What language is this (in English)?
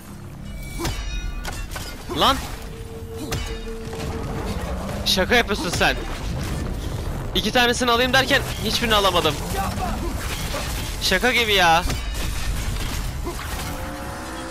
Turkish